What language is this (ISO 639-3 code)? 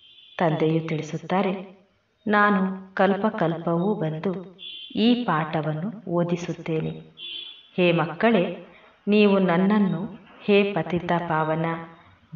kan